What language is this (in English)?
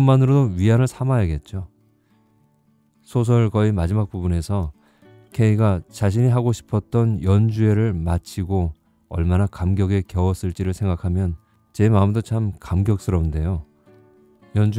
Korean